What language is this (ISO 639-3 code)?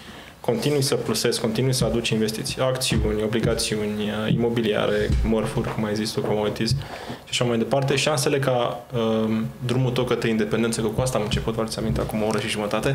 ron